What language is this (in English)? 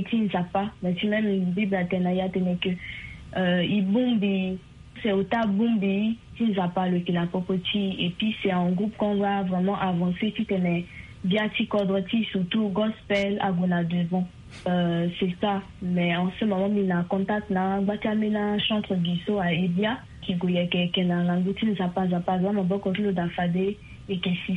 Sango